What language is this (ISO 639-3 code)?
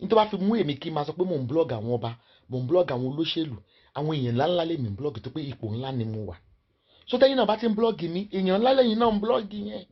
yor